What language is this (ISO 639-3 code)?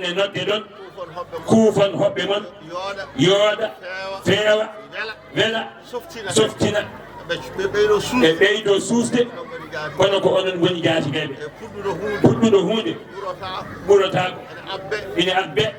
ful